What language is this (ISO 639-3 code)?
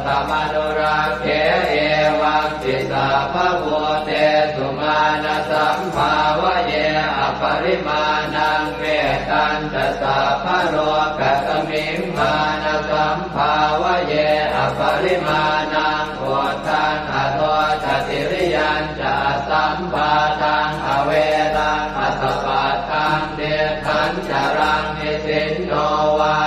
pli